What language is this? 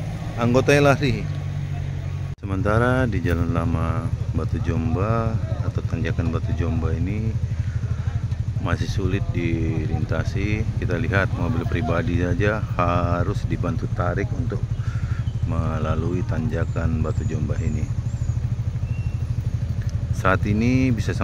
Indonesian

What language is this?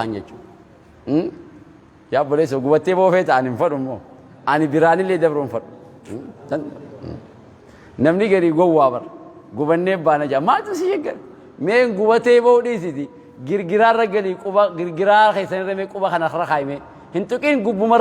Oromo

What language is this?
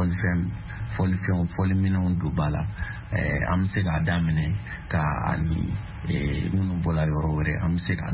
Bambara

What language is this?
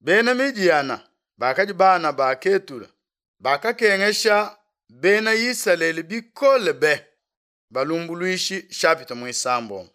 Luba-Lulua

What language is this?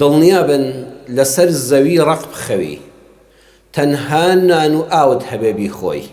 Central Kurdish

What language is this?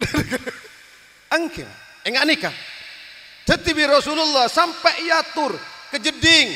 Madurese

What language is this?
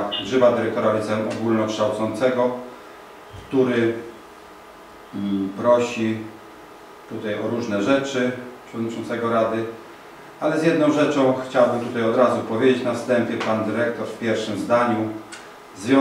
Polish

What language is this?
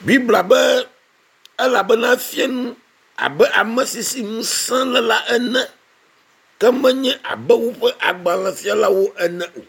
Ewe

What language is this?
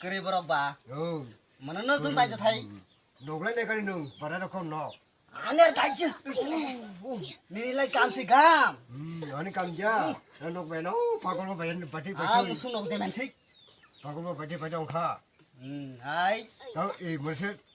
Kok Borok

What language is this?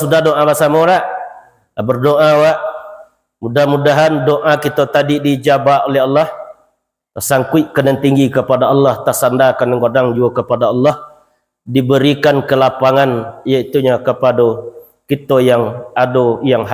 Minangkabau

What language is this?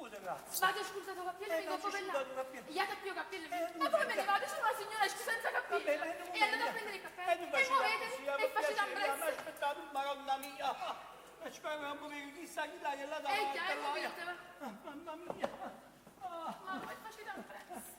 Neapolitan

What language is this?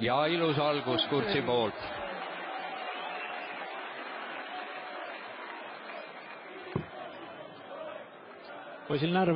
Estonian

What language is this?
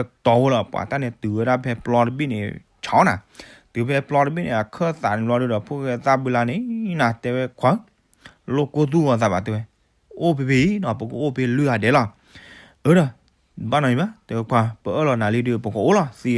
S'gaw Karen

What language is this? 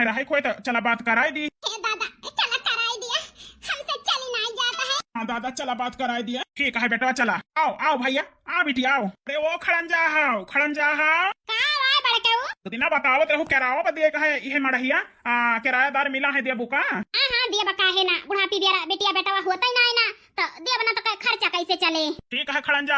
Awadhi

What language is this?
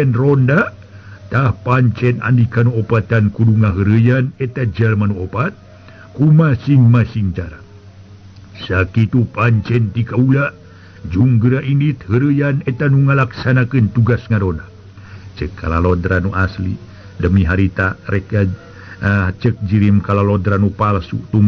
Sundanese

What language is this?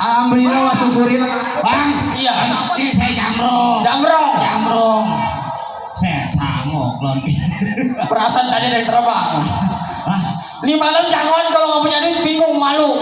Betawi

